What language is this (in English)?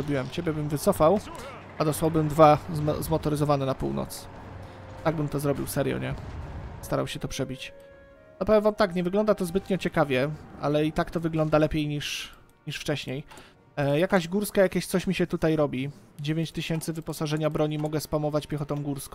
Polish